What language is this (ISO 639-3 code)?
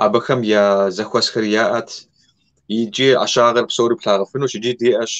kbd